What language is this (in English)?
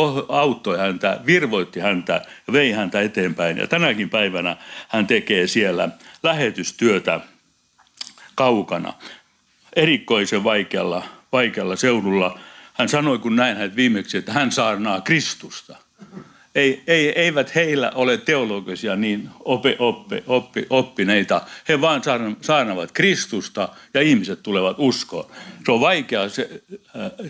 Finnish